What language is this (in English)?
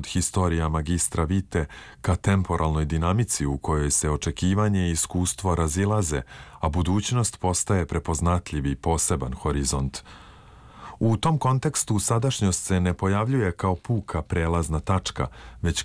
Serbian